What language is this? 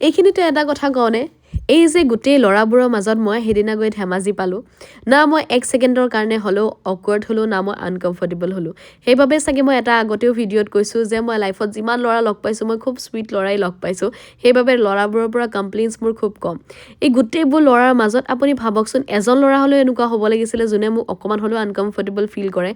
Assamese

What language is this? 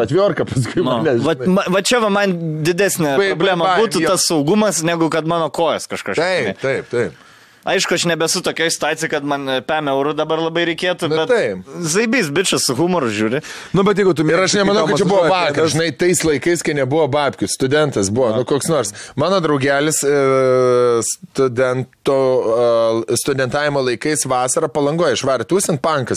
Lithuanian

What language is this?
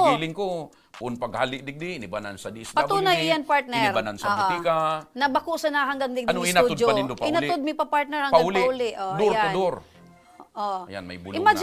Bikol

